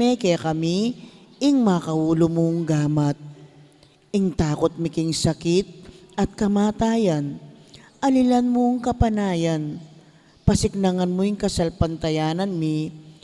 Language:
Pampanga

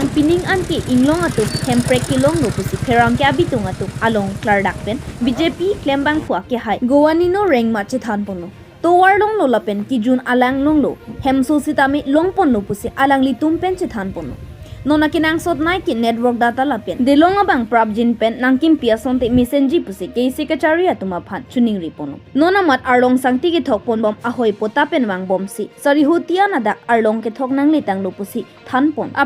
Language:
Karbi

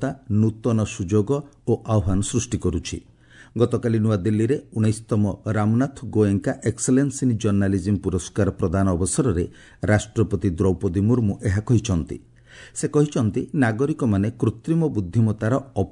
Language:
Odia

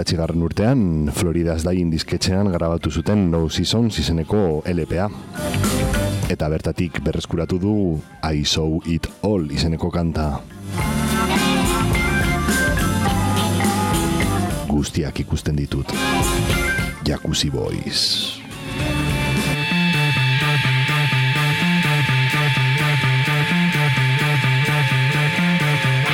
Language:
Basque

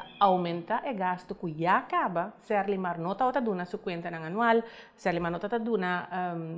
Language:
Papiamento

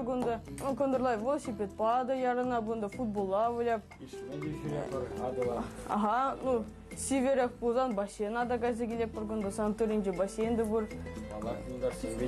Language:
Chuvash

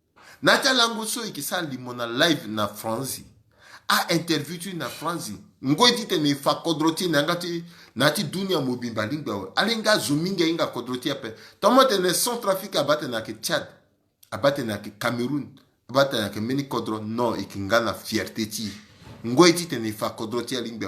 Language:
Sango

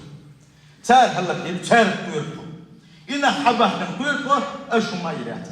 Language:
Chechen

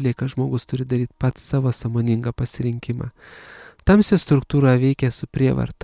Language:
Lithuanian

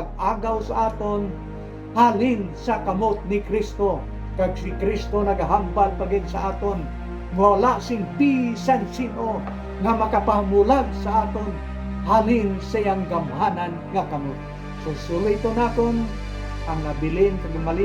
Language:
Hiligaynon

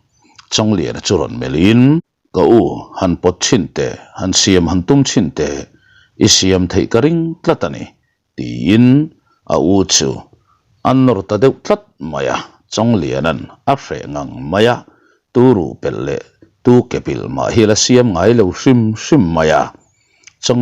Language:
Mizo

